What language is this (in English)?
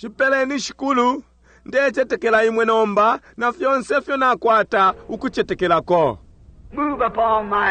Bemba